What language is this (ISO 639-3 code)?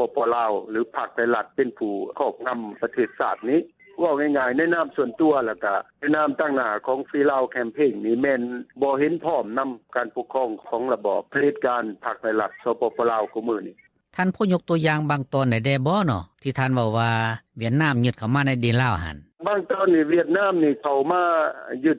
lao